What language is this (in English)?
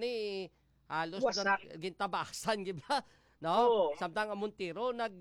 Hiligaynon